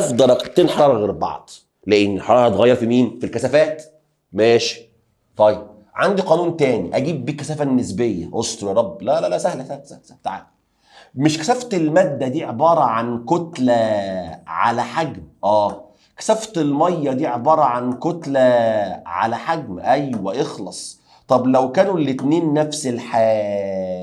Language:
Egyptian Arabic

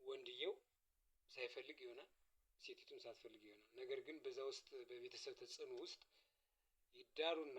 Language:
Amharic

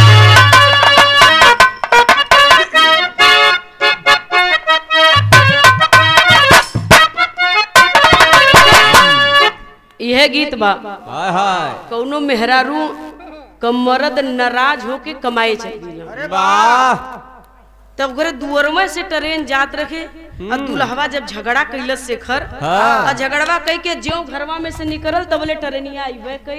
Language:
Bhojpuri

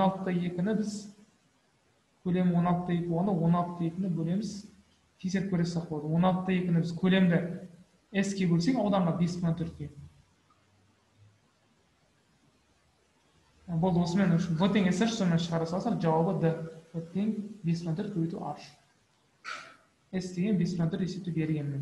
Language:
Kazakh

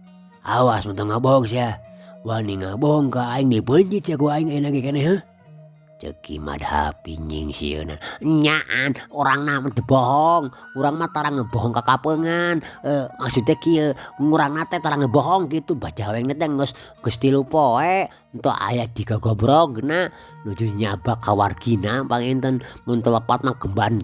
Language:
Sundanese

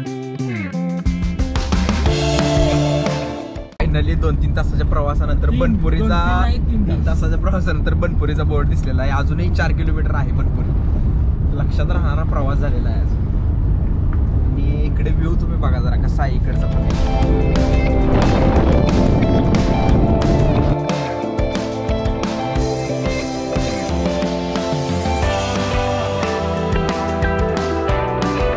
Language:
Marathi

